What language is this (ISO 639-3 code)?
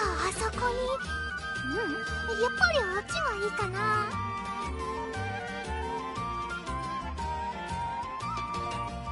jpn